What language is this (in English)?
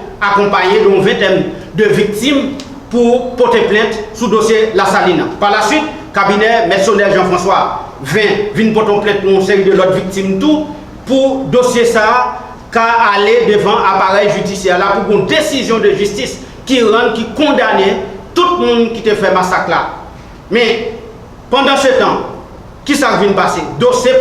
Haitian Creole